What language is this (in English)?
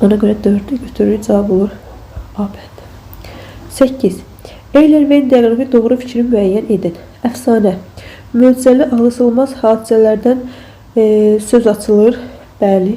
Azerbaijani